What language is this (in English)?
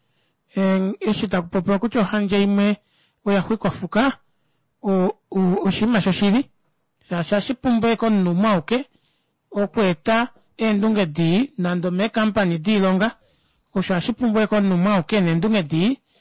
Kuanyama